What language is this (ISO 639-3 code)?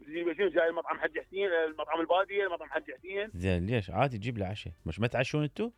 acm